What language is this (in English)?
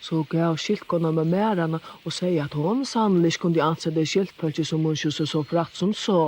Faroese